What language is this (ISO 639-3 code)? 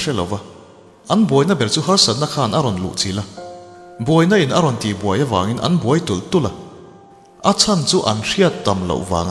lus